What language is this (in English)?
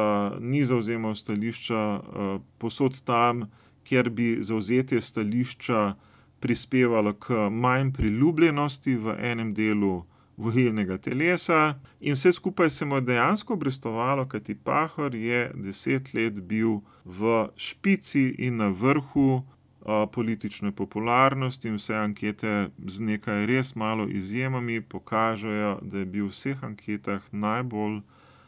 Slovenian